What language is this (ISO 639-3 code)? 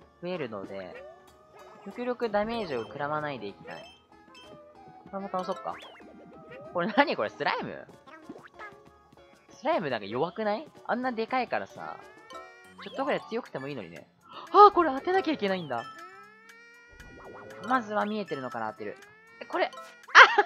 jpn